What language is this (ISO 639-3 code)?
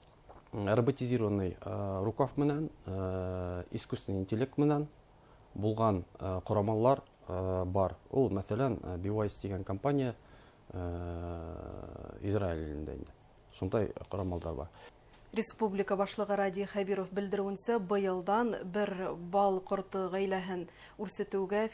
bak